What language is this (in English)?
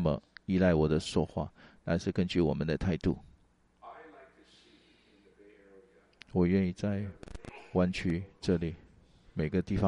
Chinese